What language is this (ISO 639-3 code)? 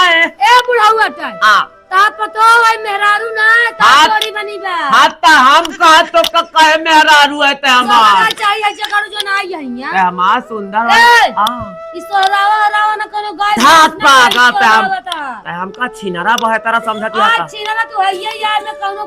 awa